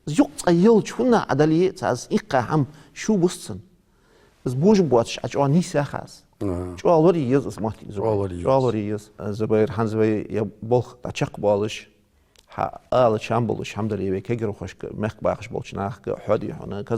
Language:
Ingush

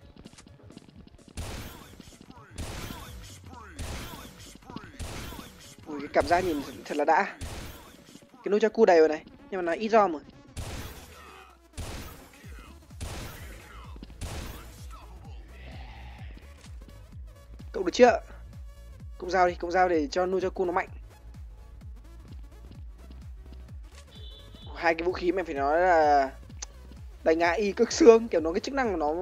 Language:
Vietnamese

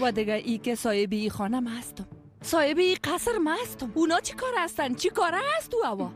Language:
Persian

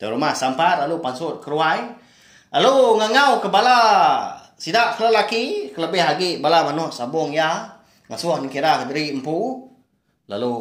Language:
Iban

